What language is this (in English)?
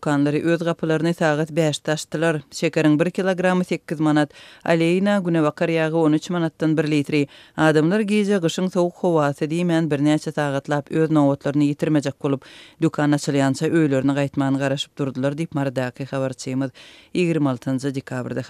Turkmen